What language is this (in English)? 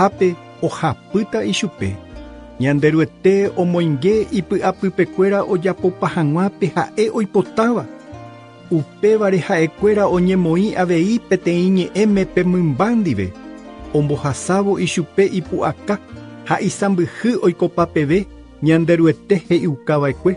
Guarani